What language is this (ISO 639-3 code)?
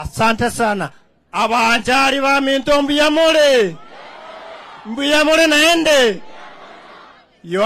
swa